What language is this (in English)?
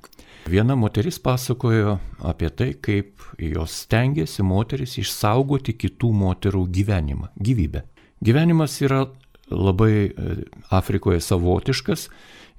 Lithuanian